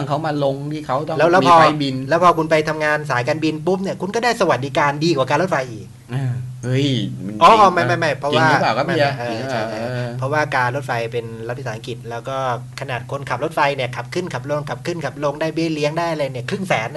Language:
Thai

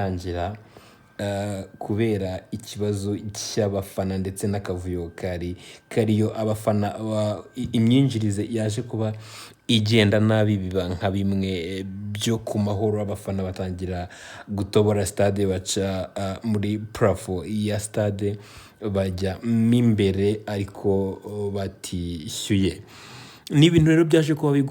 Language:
Kinyarwanda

